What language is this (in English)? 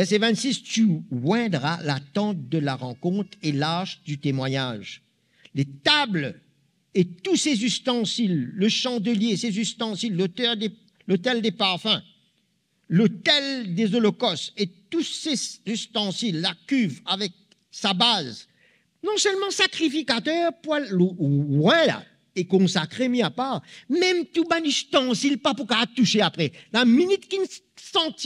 Morisyen